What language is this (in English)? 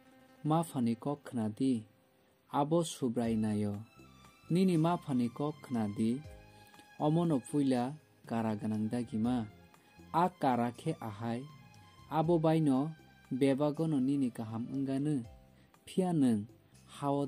Kok Borok